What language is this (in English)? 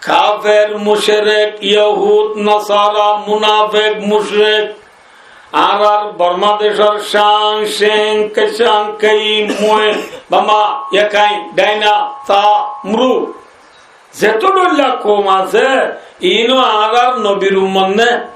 Rohingya